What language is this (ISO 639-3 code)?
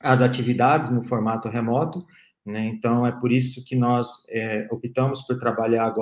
por